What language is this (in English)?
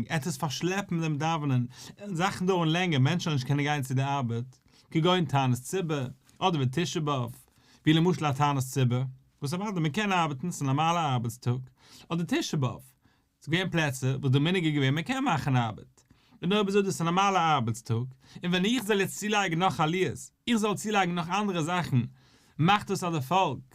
Yiddish